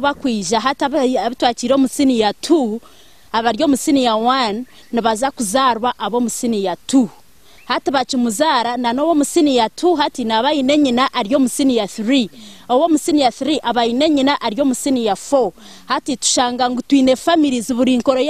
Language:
Nyankole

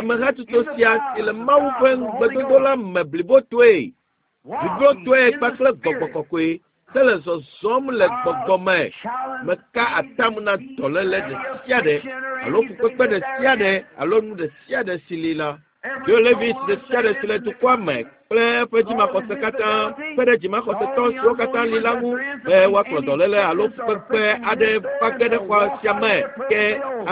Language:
Ewe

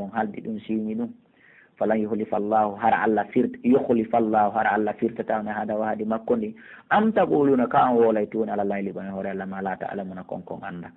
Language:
Pular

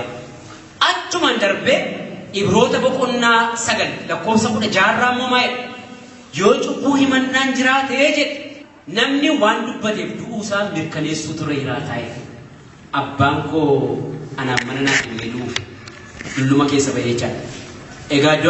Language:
Oromo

